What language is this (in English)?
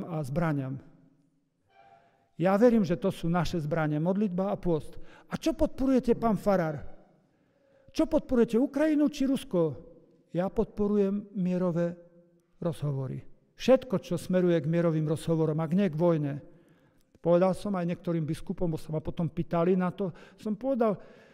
Slovak